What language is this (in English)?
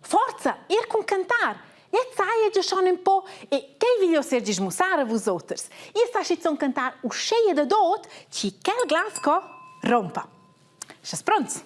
Romansh